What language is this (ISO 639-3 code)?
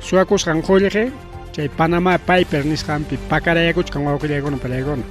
quy